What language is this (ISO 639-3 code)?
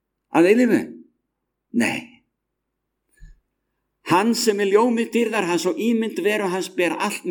isl